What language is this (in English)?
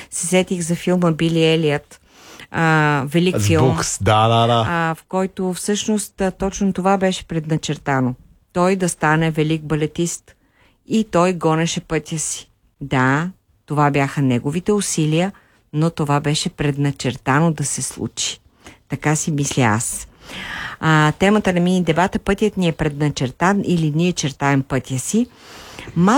Bulgarian